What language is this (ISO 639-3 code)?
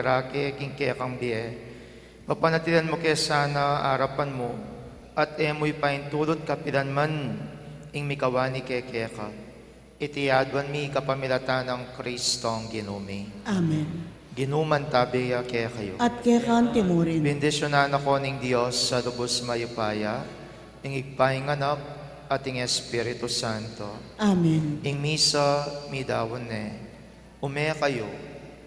pam